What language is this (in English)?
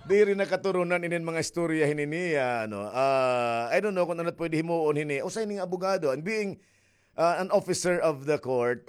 Waray